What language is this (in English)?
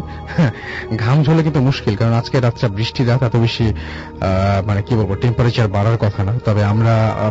Bangla